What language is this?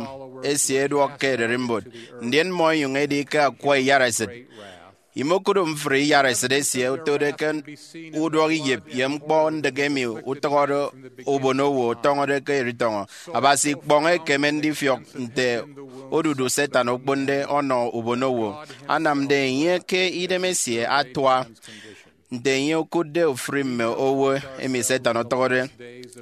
Efik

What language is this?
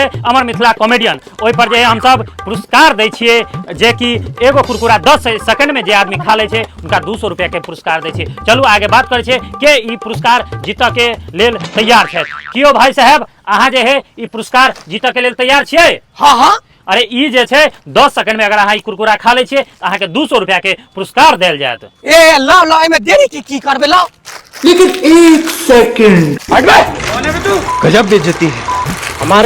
Maithili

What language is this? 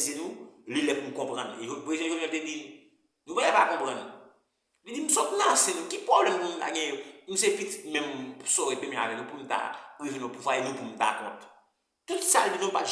Haitian Creole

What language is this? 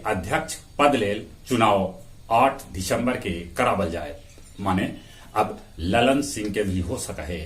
Magahi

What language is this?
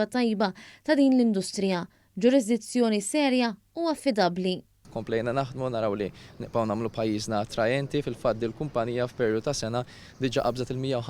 Maltese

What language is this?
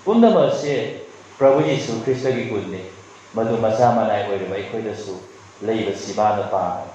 Manipuri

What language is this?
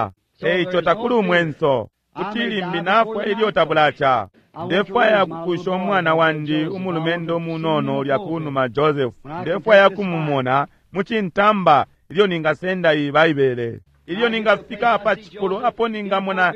Bemba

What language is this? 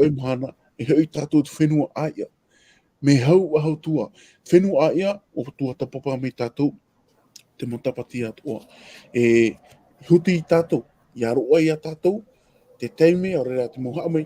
Tahitian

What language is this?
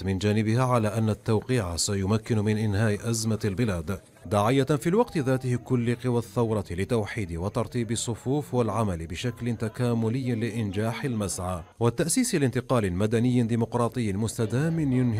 Arabic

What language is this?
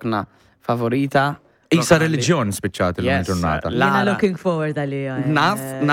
Maltese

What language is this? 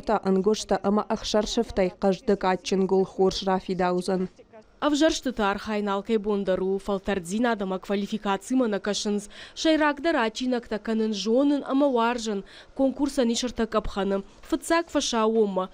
Ossetic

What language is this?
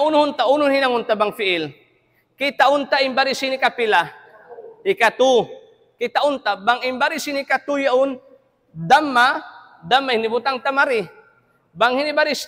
Tausug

